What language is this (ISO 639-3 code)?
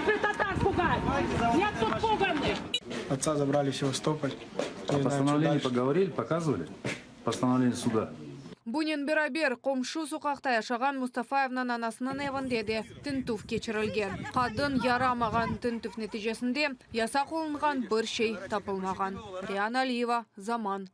crh